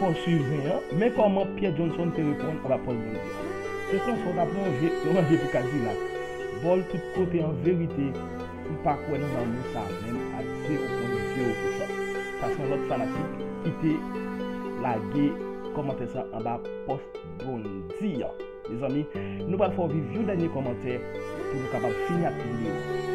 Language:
Haitian Creole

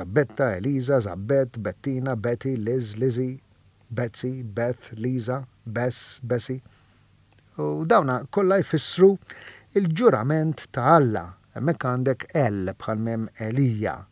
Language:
Maltese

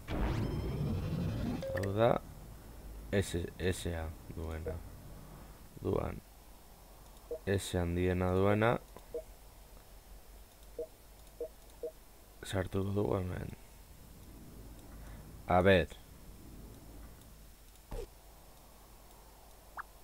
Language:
Basque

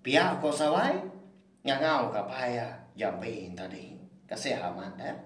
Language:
Iban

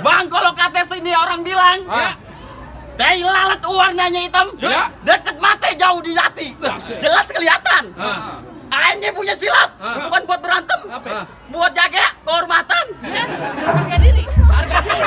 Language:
Betawi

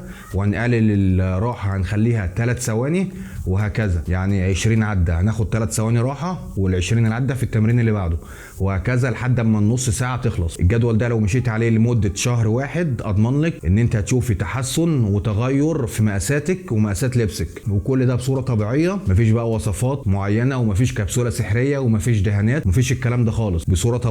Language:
Egyptian Arabic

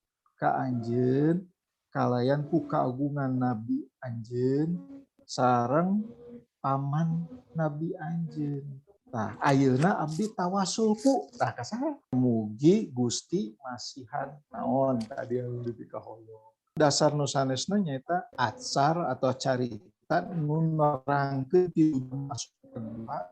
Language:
Sundanese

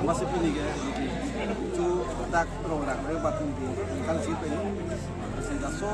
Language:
Karbi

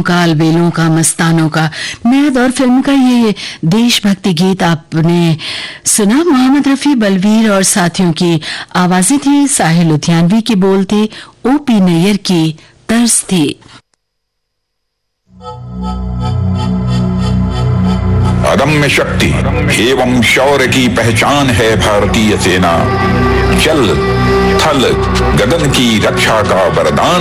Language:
Hindi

